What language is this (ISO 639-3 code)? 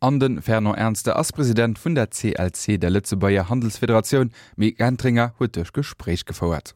ltz